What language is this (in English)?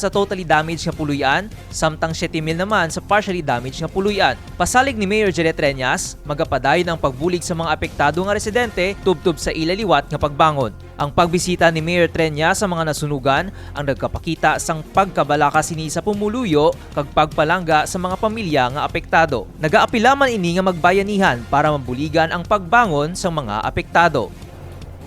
Hiligaynon